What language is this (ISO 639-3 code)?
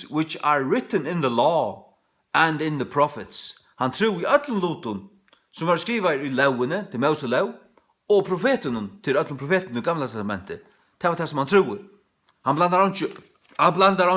fao